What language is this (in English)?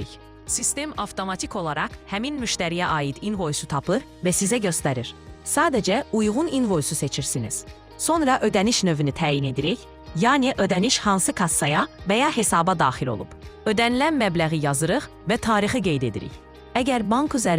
Azerbaijani